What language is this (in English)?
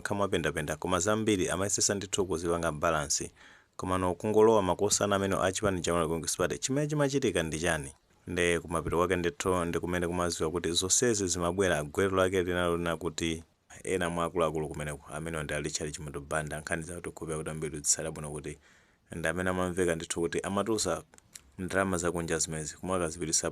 Nyanja